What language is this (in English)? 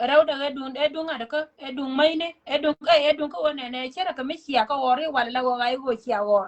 Nuer